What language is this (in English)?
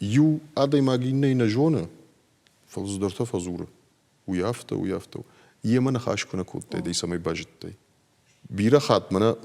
Ossetic